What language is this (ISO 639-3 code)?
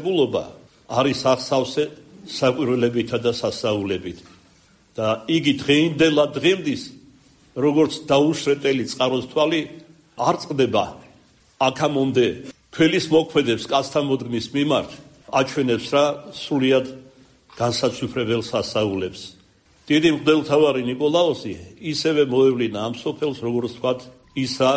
kat